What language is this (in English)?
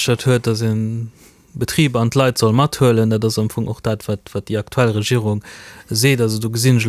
Luxembourgish